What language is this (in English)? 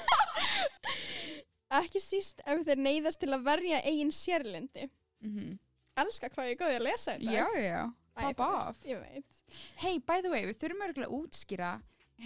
Icelandic